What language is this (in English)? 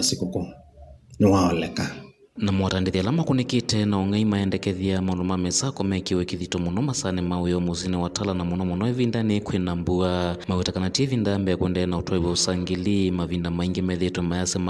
Kamba